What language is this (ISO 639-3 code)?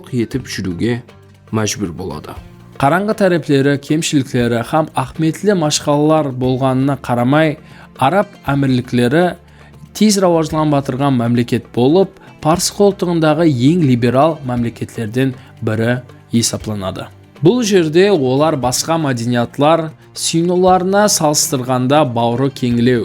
kaa